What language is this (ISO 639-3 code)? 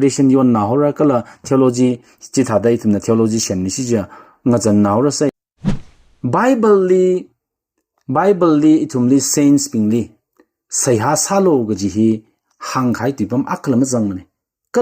nmf